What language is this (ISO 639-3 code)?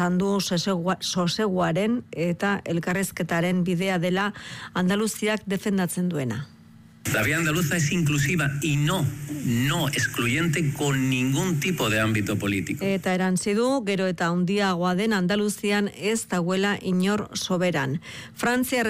eus